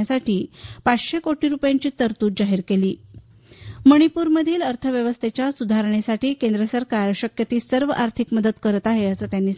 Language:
Marathi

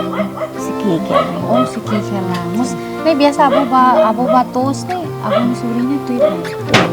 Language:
Tetum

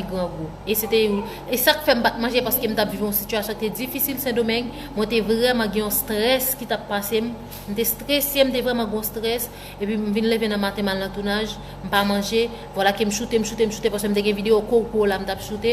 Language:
Haitian Creole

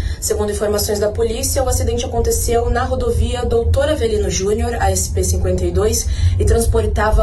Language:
Portuguese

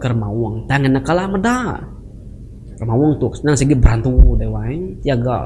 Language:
Iban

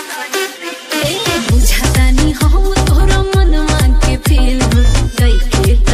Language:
Bhojpuri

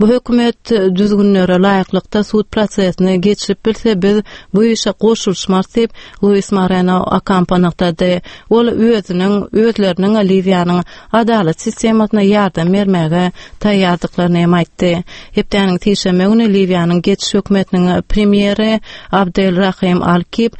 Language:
Turkmen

